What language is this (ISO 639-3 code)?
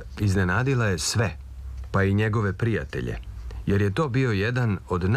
srp